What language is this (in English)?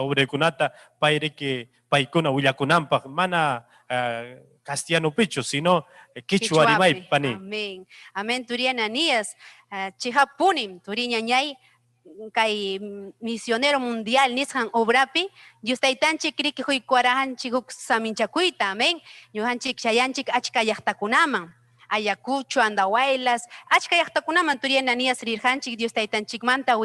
Ayacucho Quechua